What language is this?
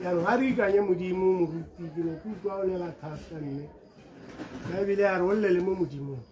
Tswana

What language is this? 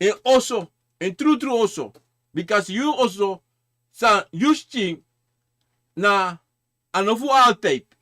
Sranan Tongo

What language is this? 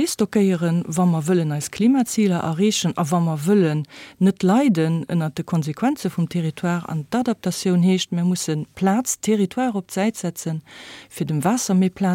Luxembourgish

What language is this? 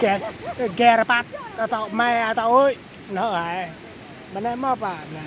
Central Mnong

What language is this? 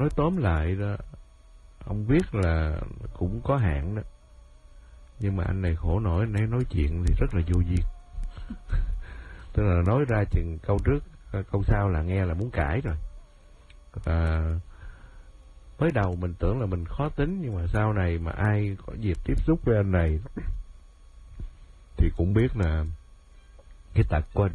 Vietnamese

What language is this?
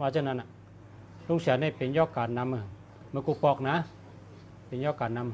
Shan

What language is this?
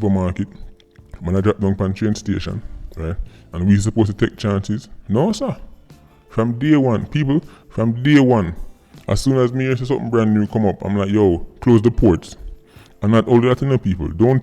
Jamaican Creole English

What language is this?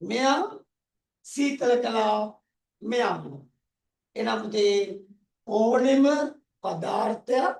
Sinhala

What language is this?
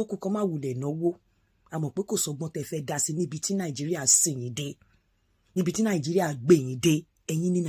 Yoruba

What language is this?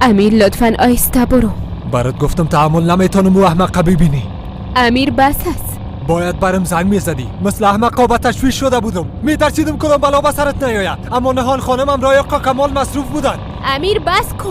Persian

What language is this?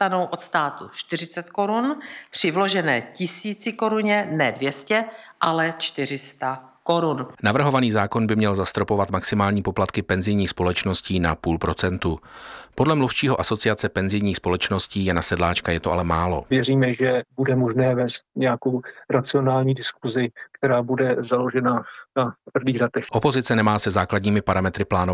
Czech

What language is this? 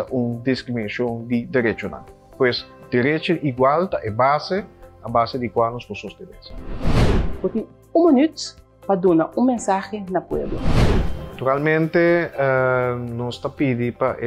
Papiamento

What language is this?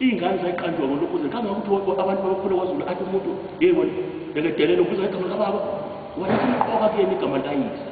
Zulu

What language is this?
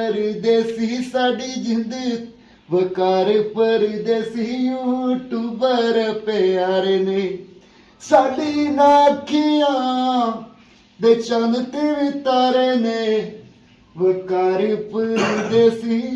Pahari-Potwari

